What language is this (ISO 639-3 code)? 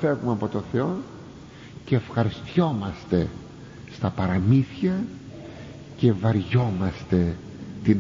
ell